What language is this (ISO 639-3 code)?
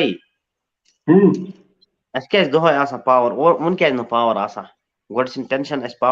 kas